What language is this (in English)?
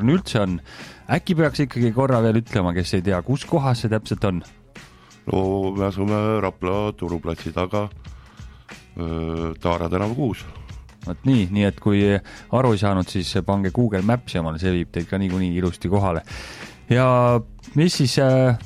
Estonian